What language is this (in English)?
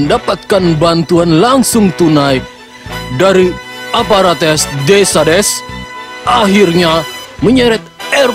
Banjar